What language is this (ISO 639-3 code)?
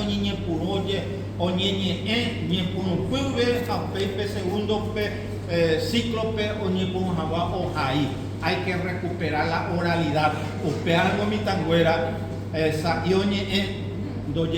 grn